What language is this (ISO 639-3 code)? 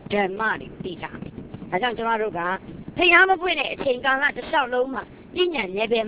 mya